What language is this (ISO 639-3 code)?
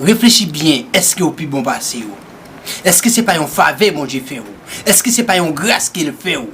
hat